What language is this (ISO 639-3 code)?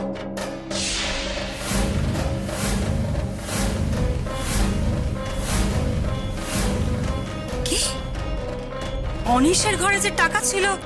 ben